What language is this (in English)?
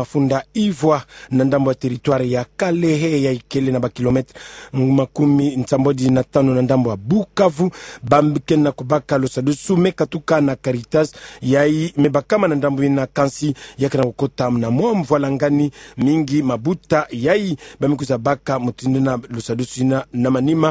Kituba (Democratic Republic of Congo)